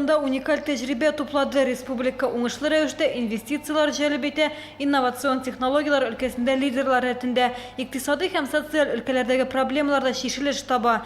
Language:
Tatar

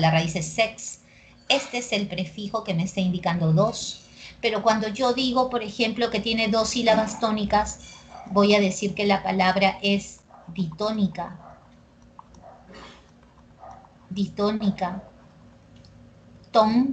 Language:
Spanish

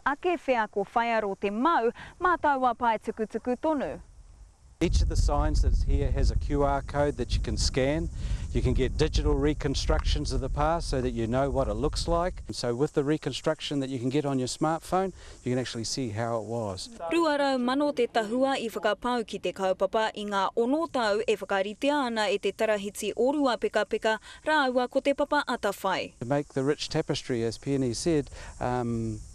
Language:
Māori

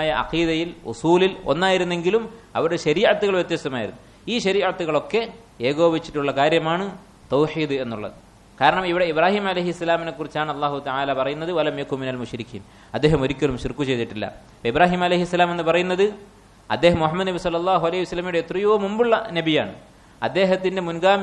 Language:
Malayalam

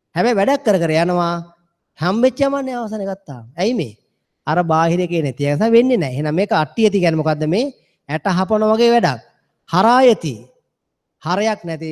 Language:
Sinhala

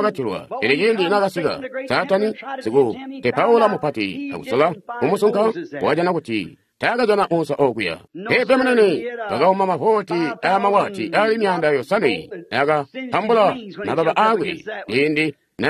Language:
Tonga (Zambia)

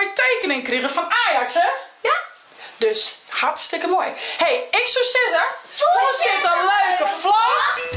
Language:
Western Frisian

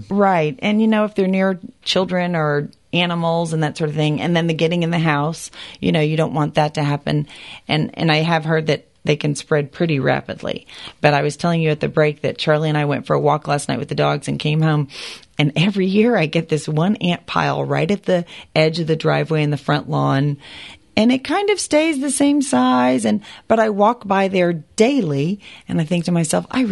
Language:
English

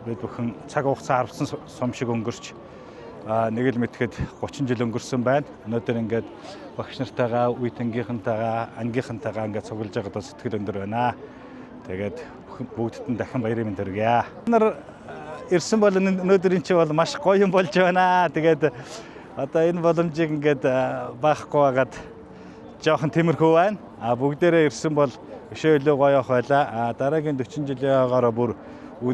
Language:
Mongolian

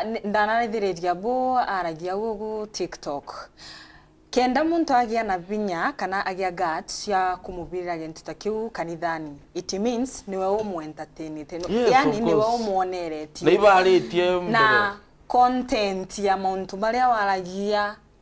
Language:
Meru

